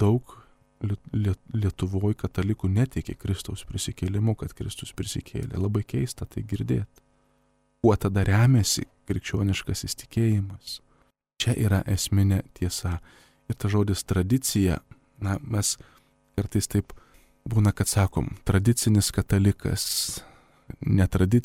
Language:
Lithuanian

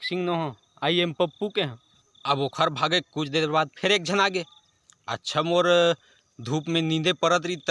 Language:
Chhattisgarhi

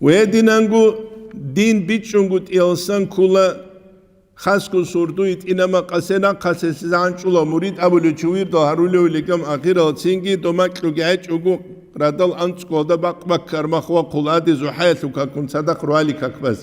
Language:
Avaric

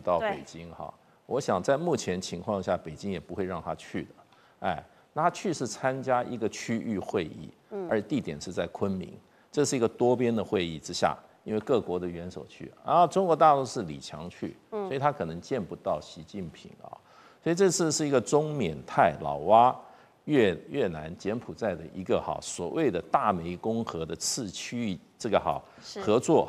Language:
Chinese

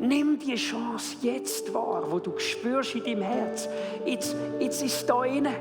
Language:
Swiss German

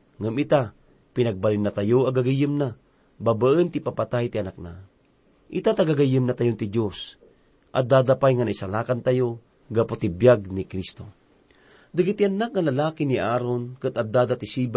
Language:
Iloko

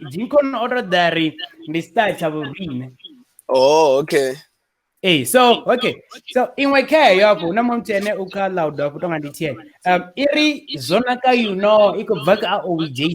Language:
Venda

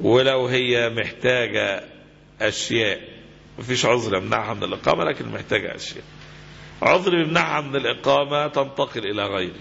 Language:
Egyptian Arabic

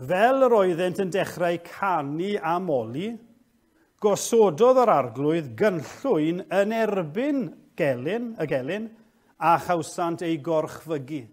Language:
Welsh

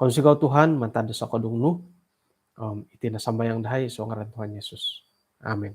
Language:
Central Dusun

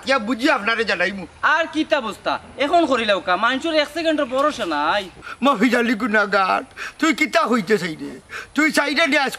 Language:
Sylheti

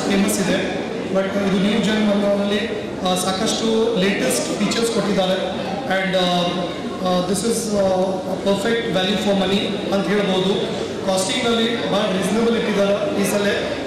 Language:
Kannada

